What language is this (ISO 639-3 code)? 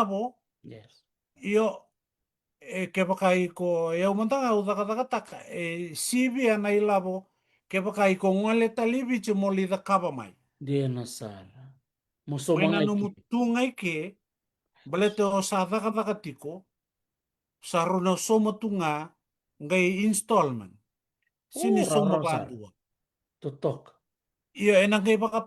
fij